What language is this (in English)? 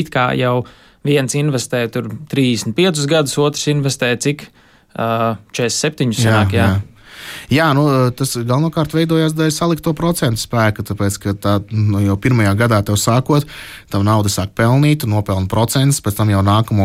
Latvian